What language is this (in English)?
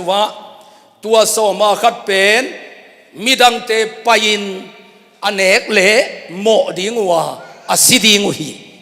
Tedim Chin